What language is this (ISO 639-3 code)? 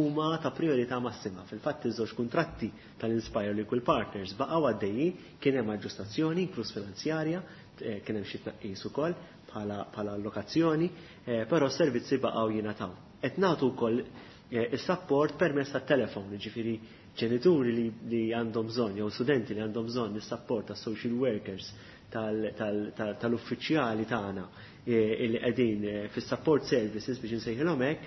mlt